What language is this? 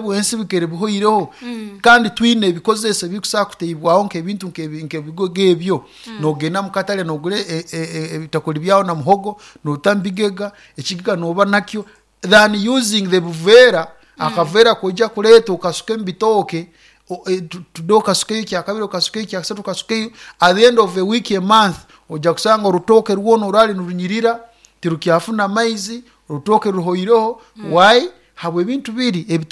Nyoro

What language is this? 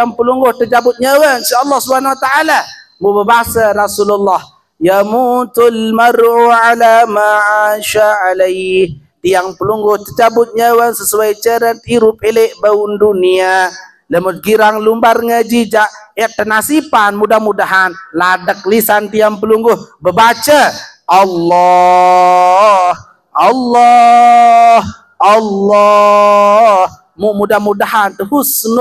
Sasak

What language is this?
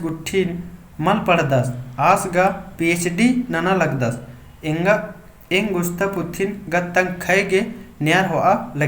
Kurukh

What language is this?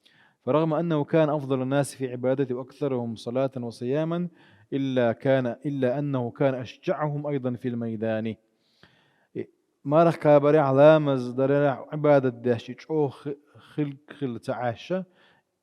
Chechen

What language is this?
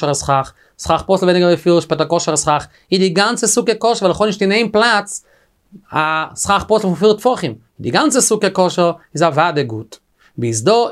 Yiddish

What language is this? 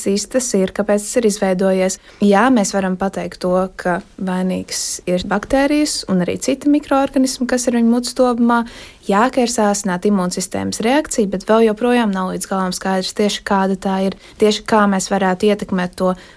Latvian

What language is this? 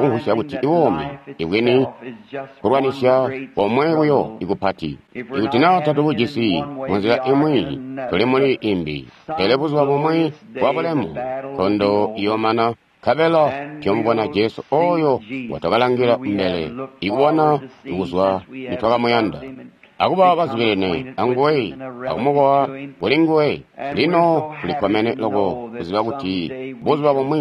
Tonga (Zambia)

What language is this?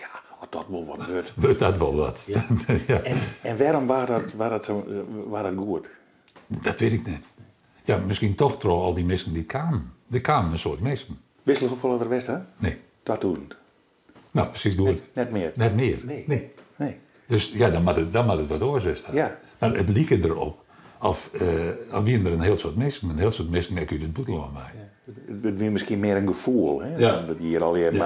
Western Frisian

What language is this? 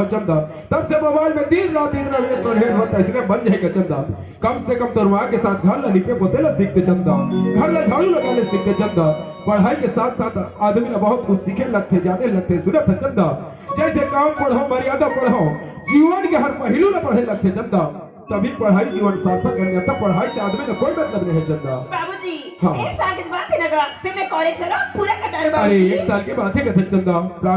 Chhattisgarhi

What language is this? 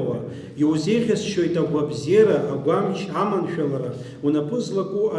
Abkhazian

